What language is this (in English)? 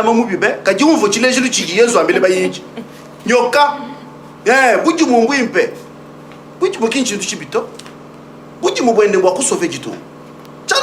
Luba-Lulua